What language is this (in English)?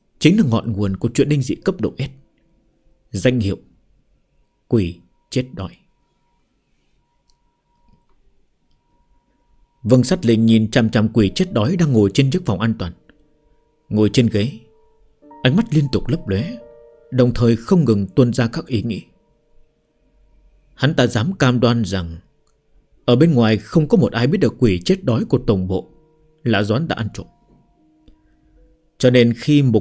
Vietnamese